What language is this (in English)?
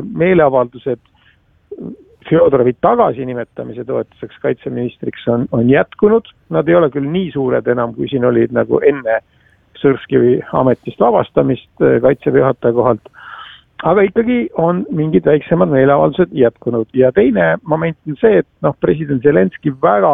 Estonian